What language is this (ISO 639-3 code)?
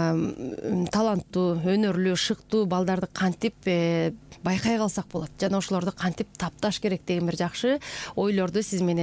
kir